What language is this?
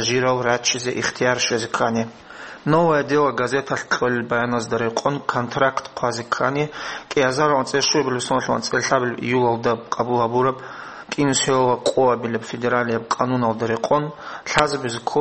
Avaric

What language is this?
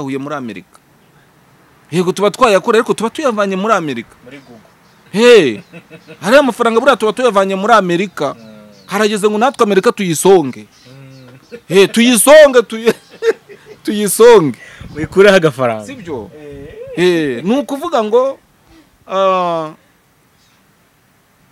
Kinyarwanda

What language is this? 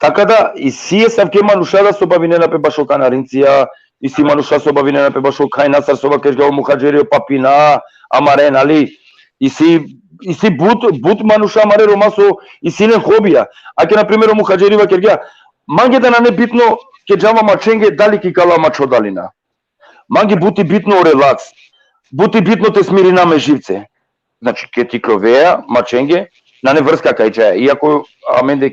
Balkan Romani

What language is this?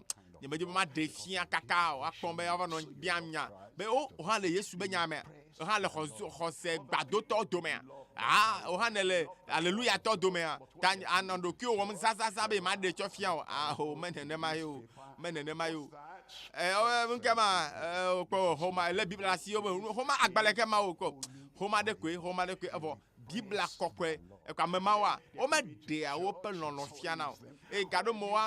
Ewe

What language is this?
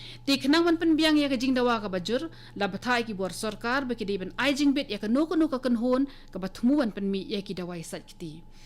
Khasi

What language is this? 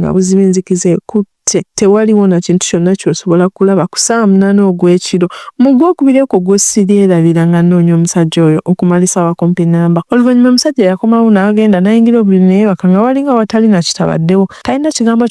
Ganda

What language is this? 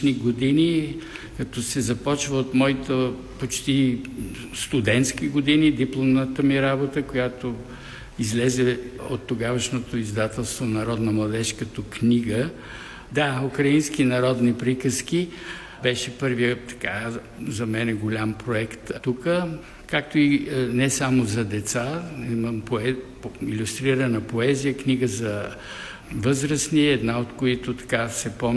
Bulgarian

